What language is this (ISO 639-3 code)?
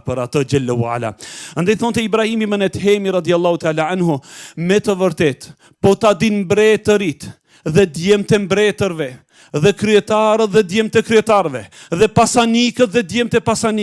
sqi